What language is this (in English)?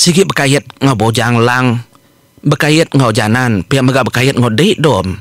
Iban